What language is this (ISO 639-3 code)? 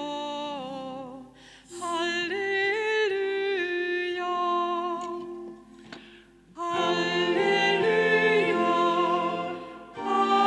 swe